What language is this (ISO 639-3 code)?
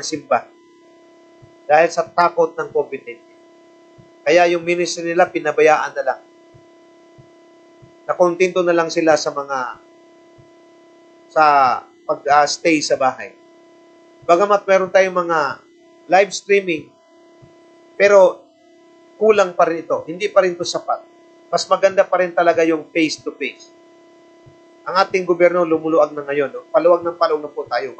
fil